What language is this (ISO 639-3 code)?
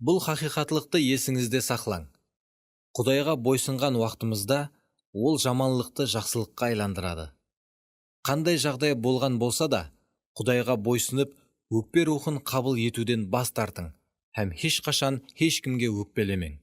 kaa